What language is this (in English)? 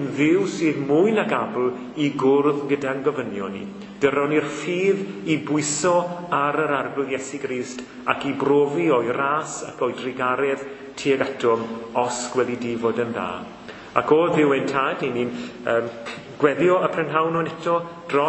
Welsh